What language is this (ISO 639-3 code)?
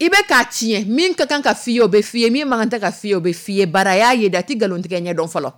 dyu